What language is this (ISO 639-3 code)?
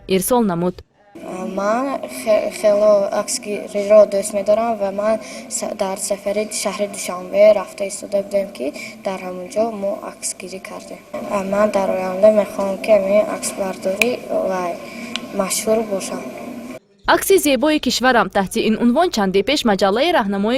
tgk